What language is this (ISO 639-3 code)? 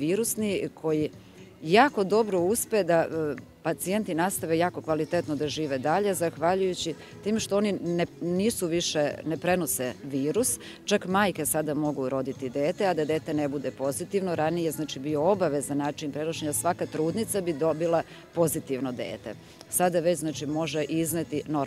srp